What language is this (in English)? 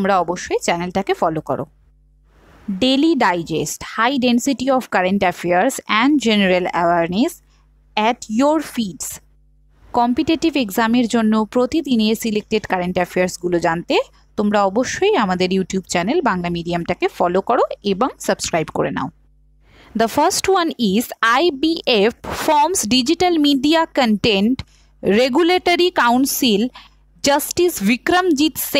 Bangla